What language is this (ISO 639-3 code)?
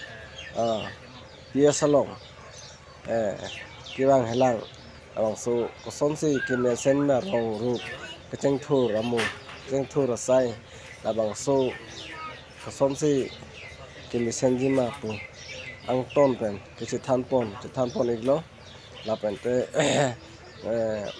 mjw